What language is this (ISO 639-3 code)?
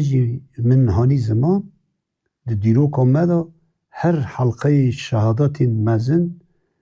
kur